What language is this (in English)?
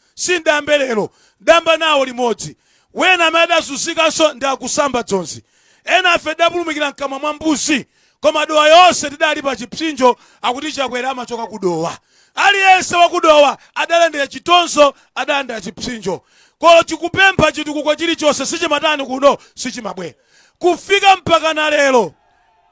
Nyanja